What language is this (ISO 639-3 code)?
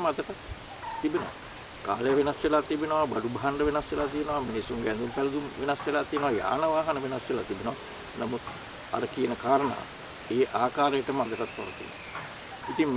sin